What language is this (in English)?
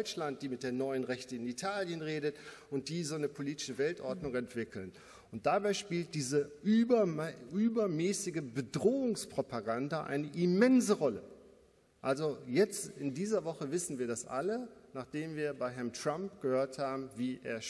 German